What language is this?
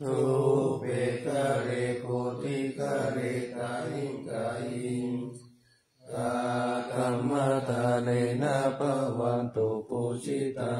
Pali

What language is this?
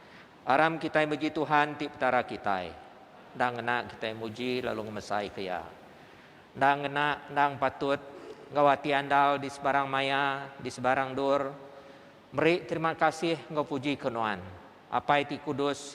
Iban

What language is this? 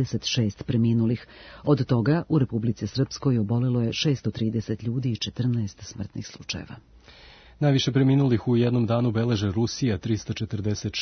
Serbian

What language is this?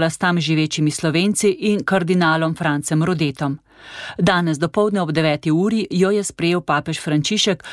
Slovenian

